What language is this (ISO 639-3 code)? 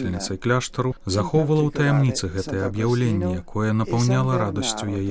bel